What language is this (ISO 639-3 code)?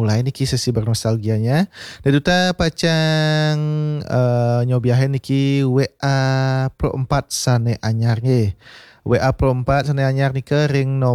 ban